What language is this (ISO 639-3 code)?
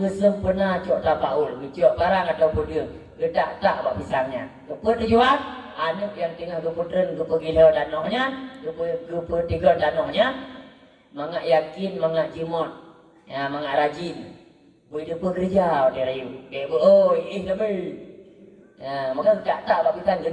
ace